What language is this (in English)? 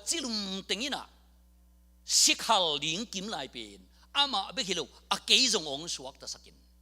Tedim Chin